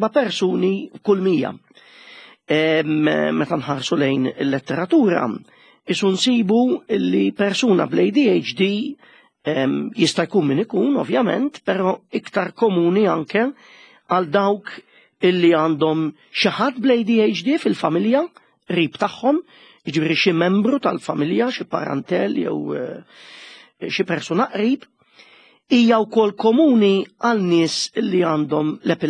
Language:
Maltese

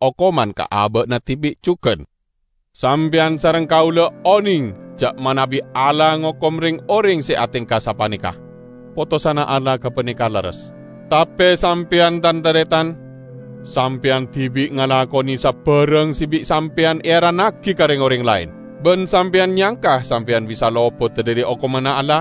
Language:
Madurese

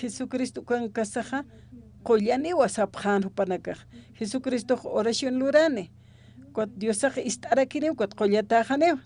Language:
Aymara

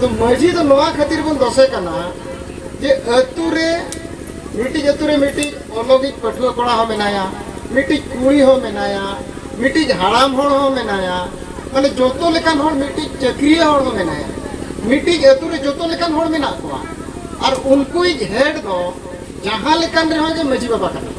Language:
Santali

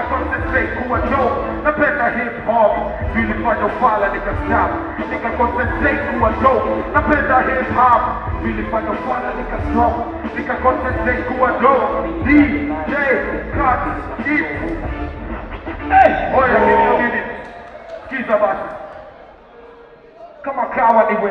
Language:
Swahili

